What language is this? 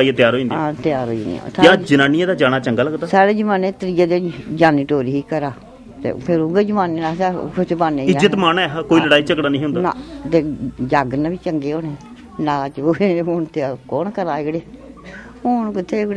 Dogri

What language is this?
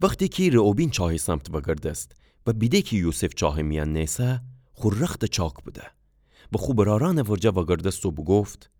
Gilaki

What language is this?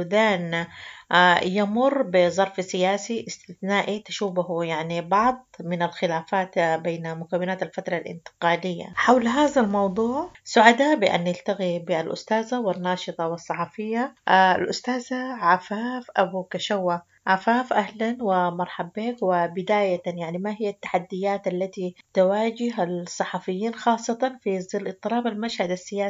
Sudanese Arabic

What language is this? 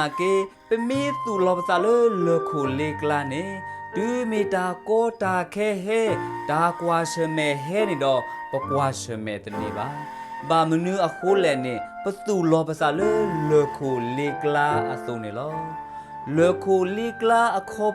S'gaw Karen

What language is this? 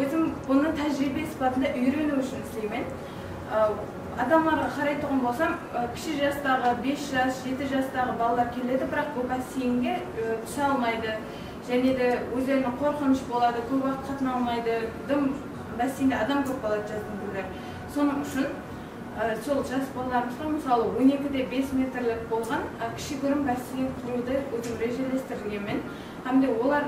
Kara-Kalpak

